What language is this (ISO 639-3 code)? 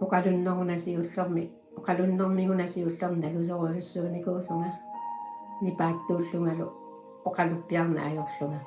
kal